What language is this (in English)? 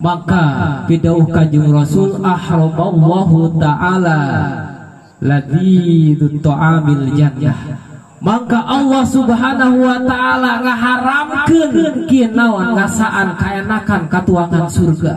Sundanese